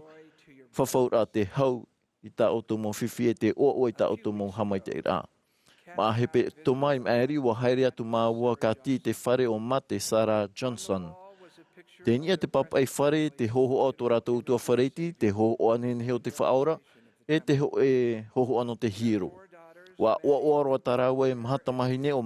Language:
Tahitian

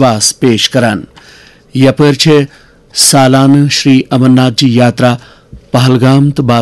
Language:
Kashmiri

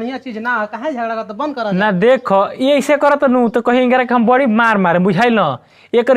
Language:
Bhojpuri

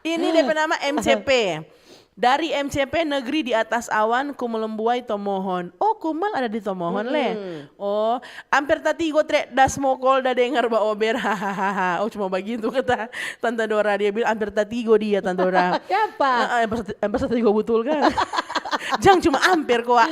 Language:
Manado Malay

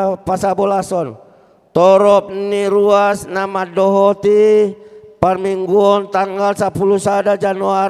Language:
Batak Toba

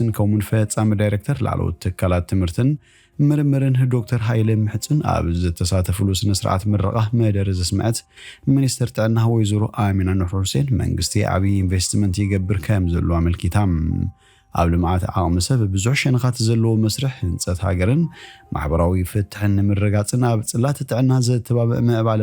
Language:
Tigrinya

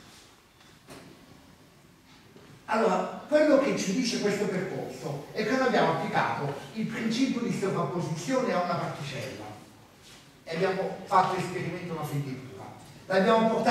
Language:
Italian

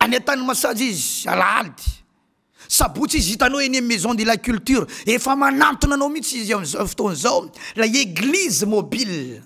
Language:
Malagasy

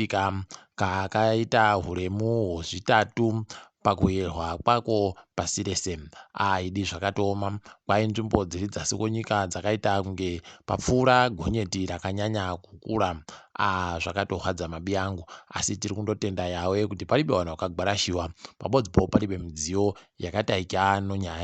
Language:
Ndau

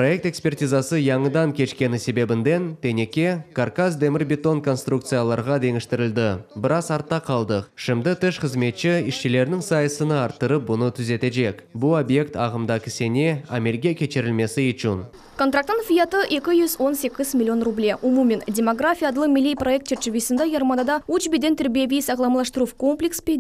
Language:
Crimean Tatar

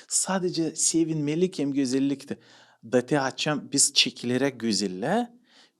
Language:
Gagauz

